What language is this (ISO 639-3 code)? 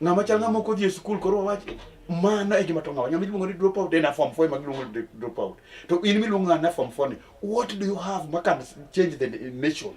luo